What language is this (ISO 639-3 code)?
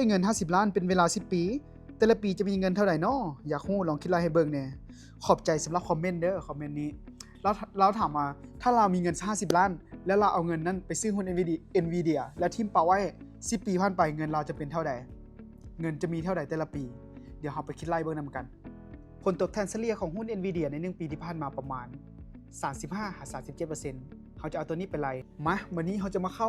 lao